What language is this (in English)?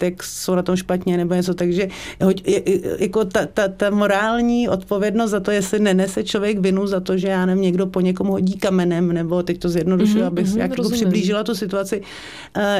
Czech